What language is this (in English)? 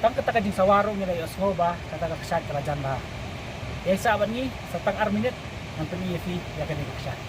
Khasi